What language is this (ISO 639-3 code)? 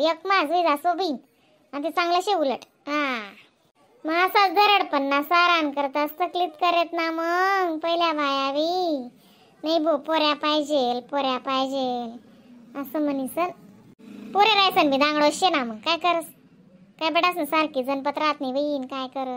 khn